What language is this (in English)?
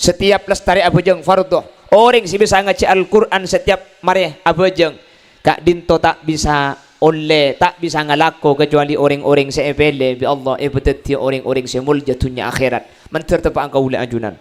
Madurese